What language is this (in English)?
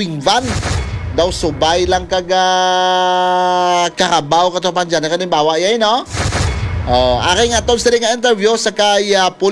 Hiligaynon